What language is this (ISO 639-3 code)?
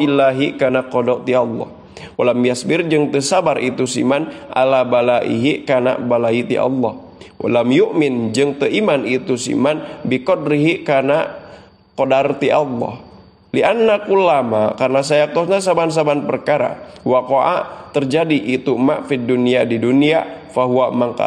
sun